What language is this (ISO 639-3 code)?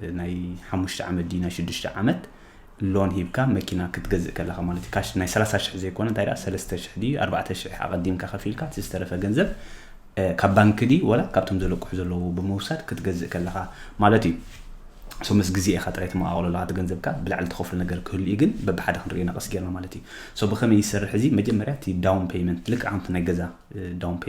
tir